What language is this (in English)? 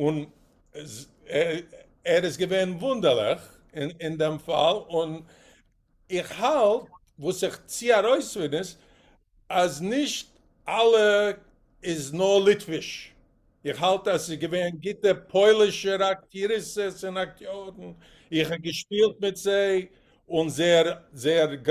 Yiddish